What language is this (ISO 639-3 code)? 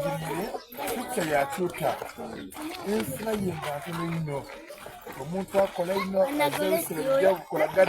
xog